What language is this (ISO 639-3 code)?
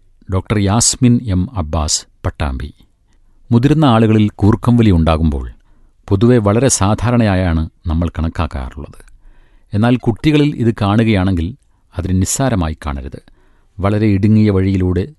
mal